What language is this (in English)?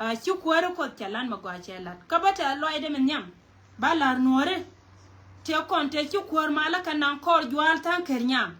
Nuer